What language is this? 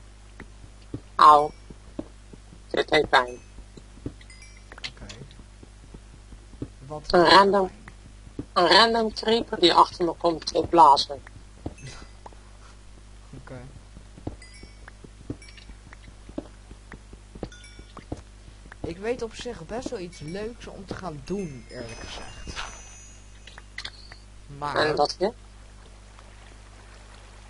Dutch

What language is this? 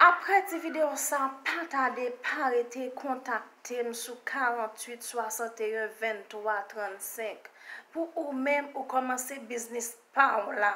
Haitian Creole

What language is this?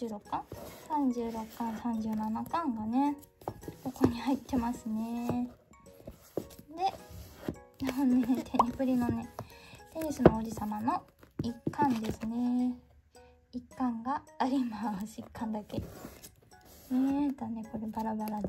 Japanese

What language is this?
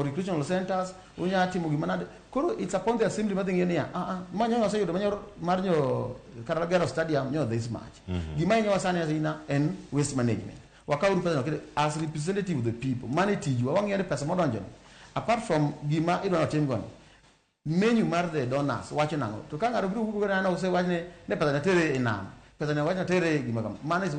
Luo (Kenya and Tanzania)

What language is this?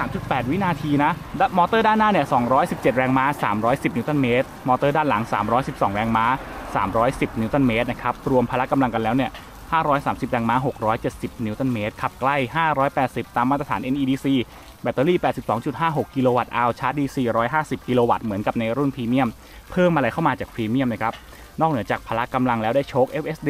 Thai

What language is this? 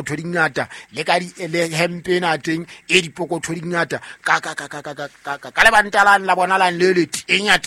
Southern Sotho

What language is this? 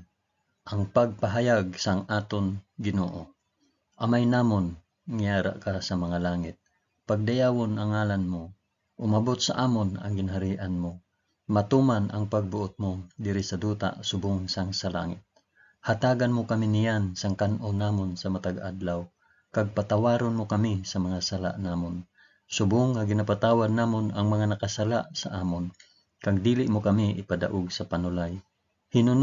Hiligaynon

